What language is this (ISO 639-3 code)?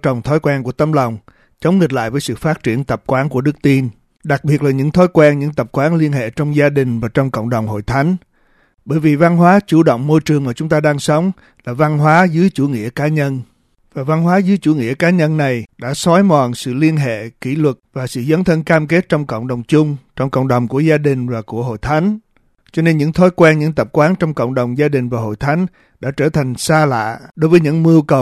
vie